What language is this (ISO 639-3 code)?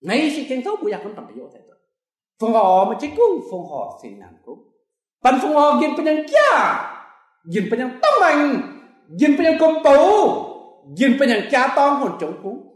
mji